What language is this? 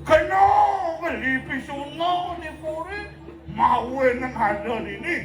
Balinese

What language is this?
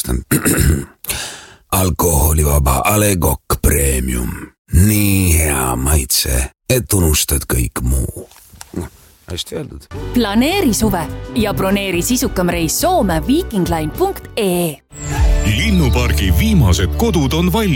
Estonian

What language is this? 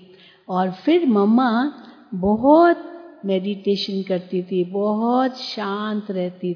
Hindi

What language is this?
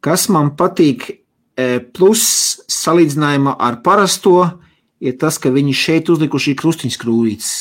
Latvian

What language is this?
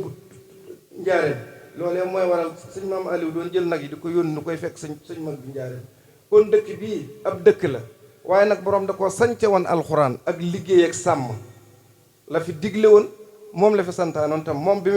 Wolof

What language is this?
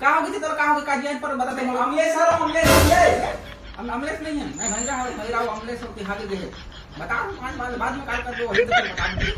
Chhattisgarhi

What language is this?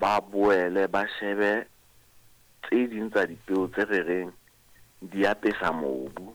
Southern Sotho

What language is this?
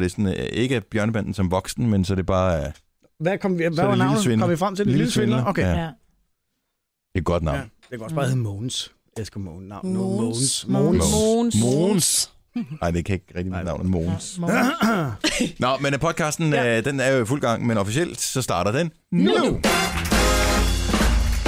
Danish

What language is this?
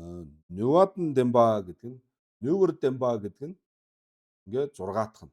Mongolian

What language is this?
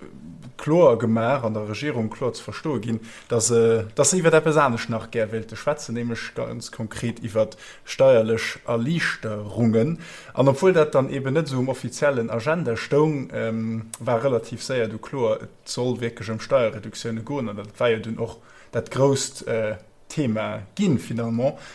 Luxembourgish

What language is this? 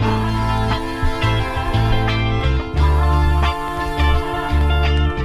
Portuguese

